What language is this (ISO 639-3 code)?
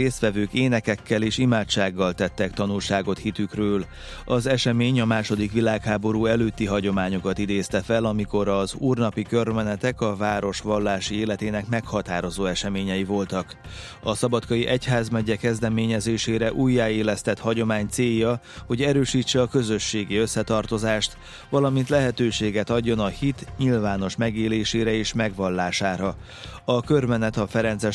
hun